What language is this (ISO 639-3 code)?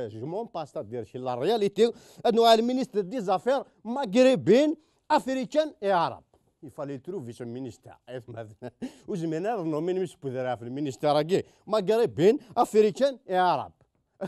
kab